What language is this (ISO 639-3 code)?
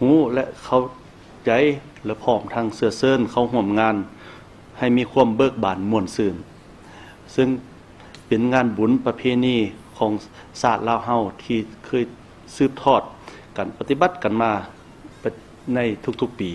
lao